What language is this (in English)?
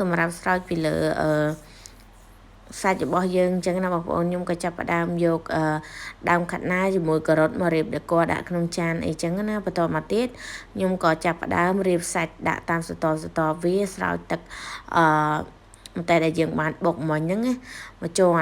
Khmer